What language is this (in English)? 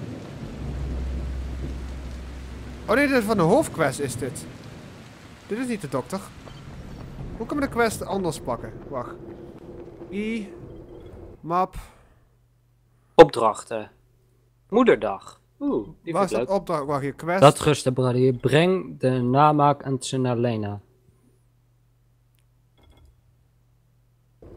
Dutch